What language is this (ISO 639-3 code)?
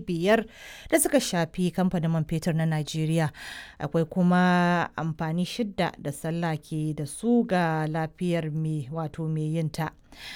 hau